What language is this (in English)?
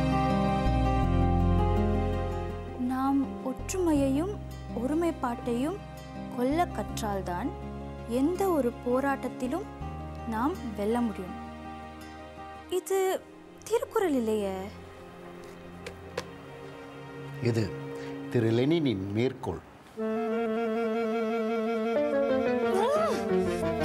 Tamil